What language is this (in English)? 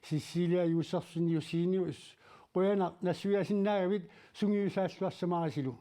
Kalaallisut